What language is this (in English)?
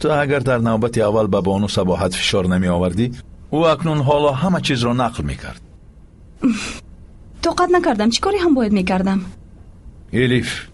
Persian